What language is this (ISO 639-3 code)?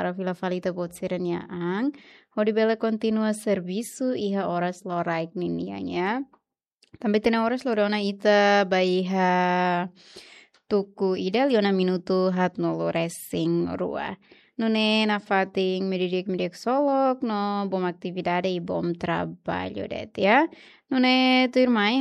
tet